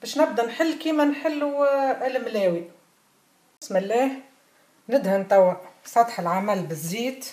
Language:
Tunisian Arabic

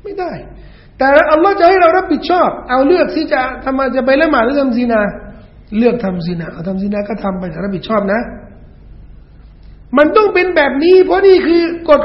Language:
Thai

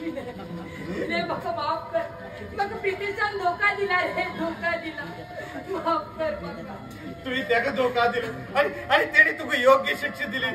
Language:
Konkani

